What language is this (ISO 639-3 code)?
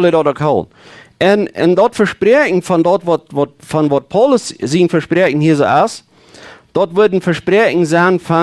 pdt